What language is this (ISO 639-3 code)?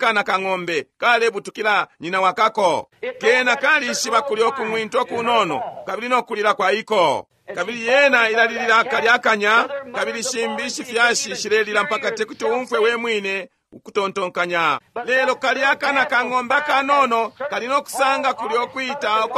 bem